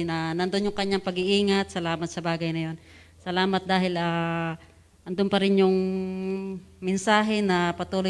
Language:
Filipino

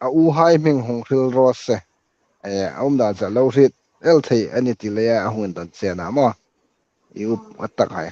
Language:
Hmar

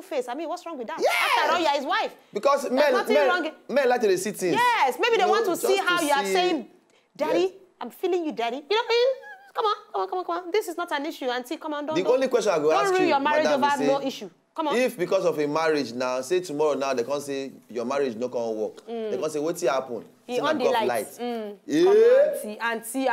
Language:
Nigerian Pidgin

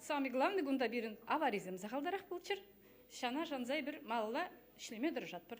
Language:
Chuvash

